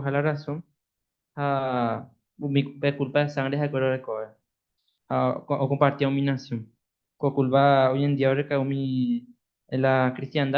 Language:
Guarani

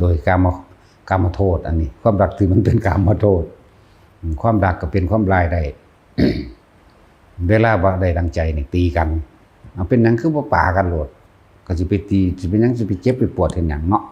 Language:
Lao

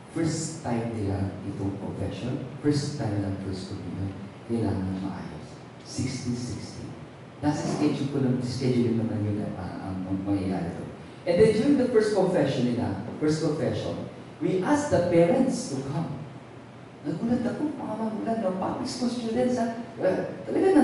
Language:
Filipino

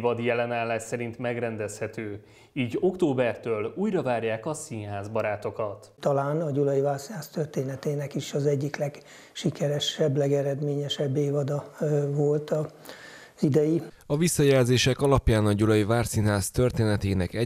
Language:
Hungarian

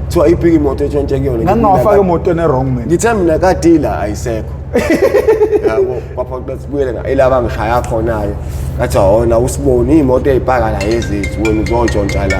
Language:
Zulu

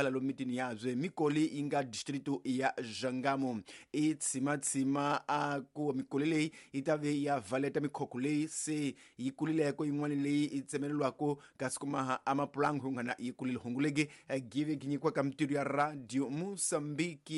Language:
Tsonga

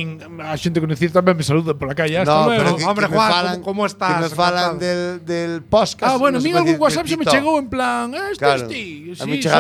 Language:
Galician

